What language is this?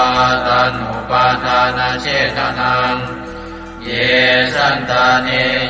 Pali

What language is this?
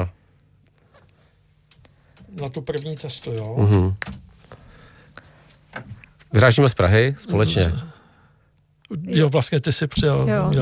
Czech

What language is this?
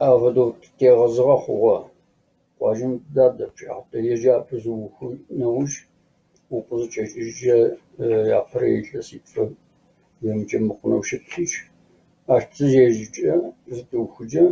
Kabardian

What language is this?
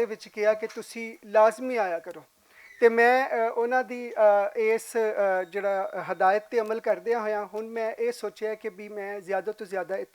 Western Panjabi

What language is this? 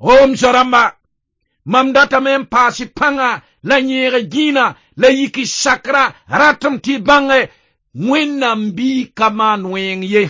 Mossi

